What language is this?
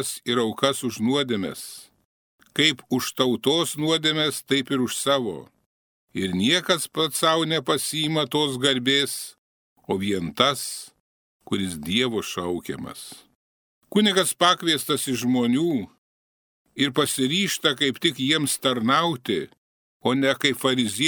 Lithuanian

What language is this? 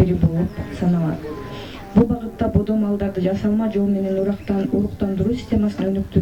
Kyrgyz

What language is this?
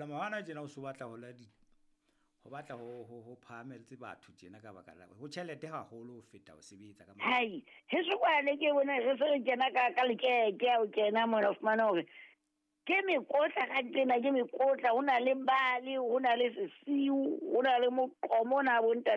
Southern Sotho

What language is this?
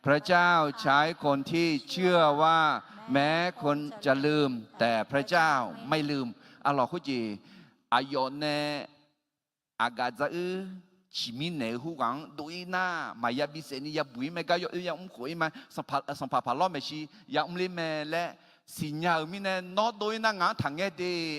Akha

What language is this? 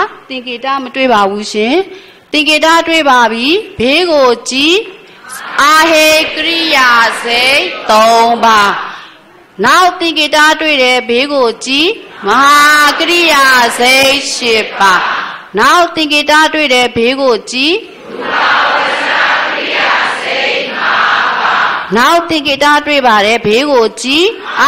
Burmese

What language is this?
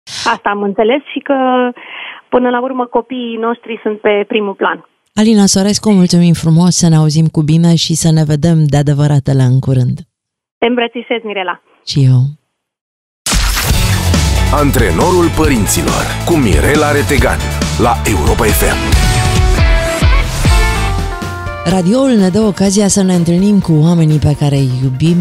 Romanian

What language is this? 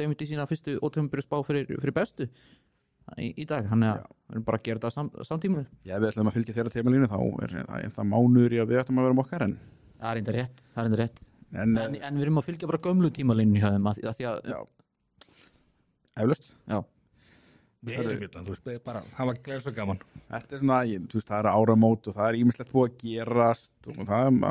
Icelandic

